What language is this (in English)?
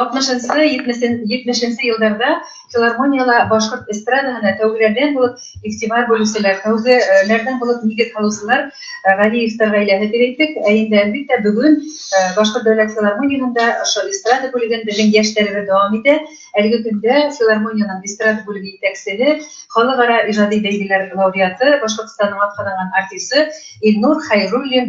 Bashkir